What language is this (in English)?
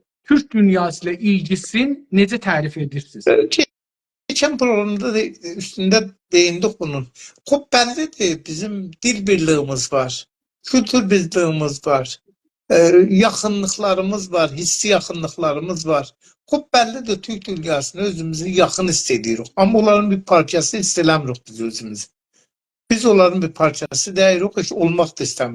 South Azerbaijani